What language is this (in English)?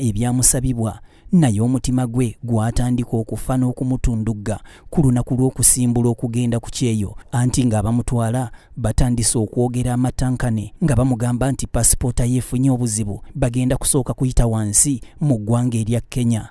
Ganda